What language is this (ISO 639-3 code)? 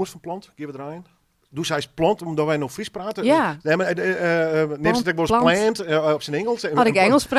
fry